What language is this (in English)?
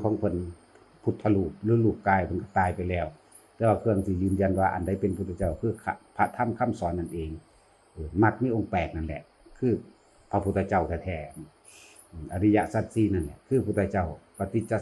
Northeastern Thai